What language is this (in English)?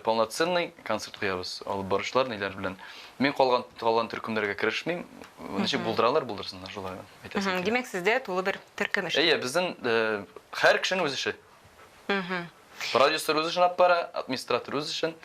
Tatar